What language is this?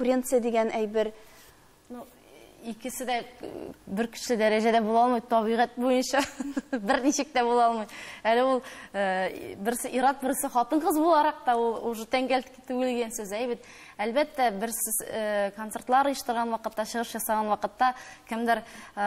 Tatar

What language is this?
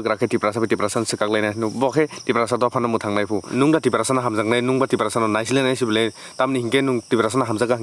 Kok Borok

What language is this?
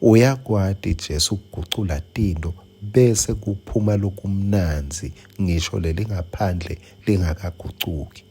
Swati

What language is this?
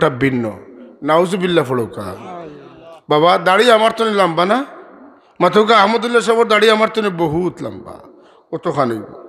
Sylheti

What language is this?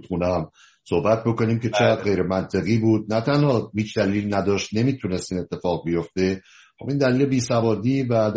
Persian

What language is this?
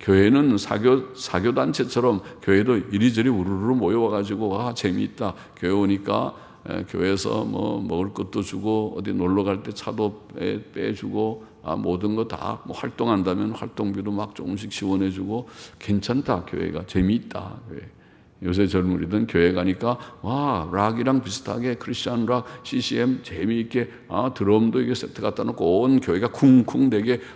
Korean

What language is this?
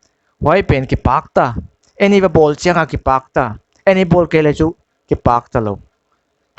Paite Chin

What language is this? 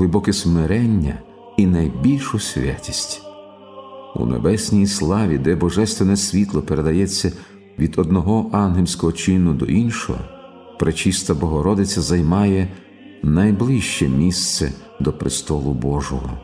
Ukrainian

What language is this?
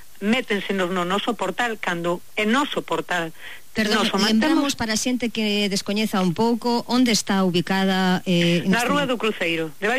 Galician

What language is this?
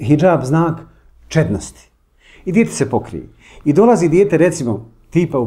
Bosnian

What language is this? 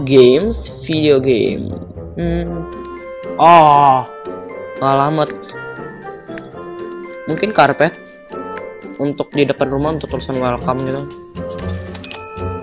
Indonesian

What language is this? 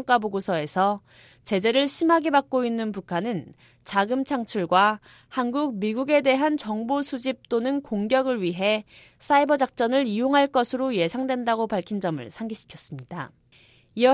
Korean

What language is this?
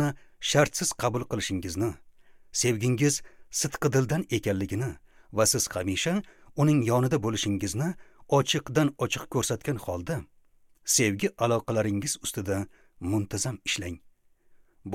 Uzbek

